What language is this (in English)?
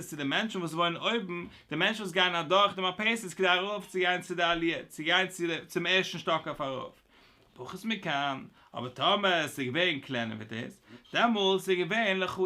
Yiddish